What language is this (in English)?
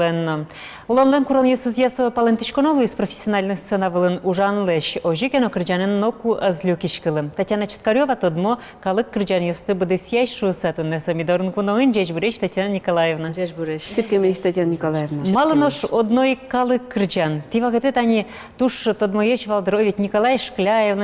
Udmurt